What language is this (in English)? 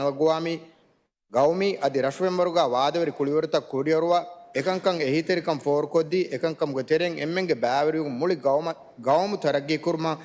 Divehi